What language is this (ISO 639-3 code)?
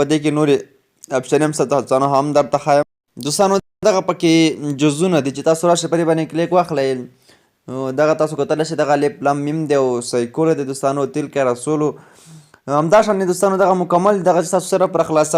pus